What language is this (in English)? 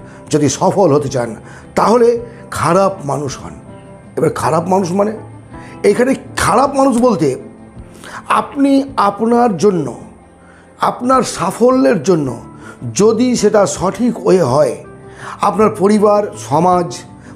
Bangla